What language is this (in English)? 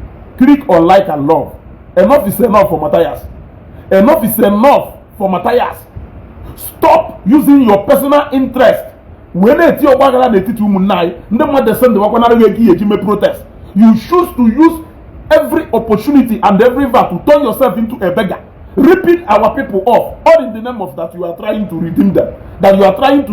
Igbo